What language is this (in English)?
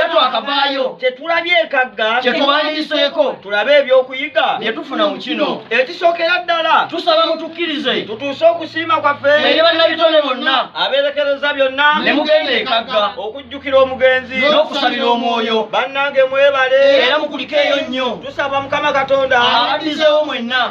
Ganda